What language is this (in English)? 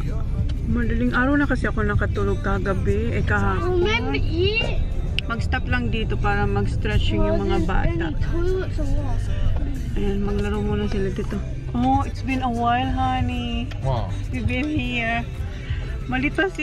Filipino